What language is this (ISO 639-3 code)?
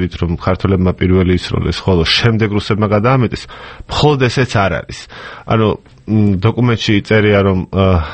kat